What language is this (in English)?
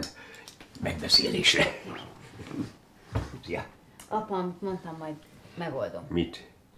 Hungarian